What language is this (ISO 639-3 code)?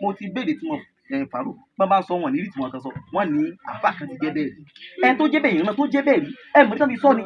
yor